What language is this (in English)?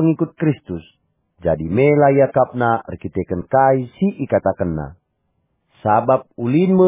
Batak Karo